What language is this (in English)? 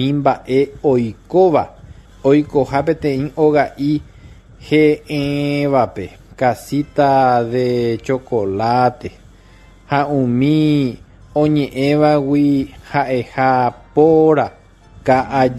Guarani